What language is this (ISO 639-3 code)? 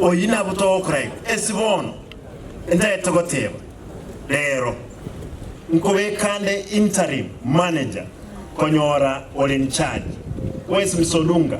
guz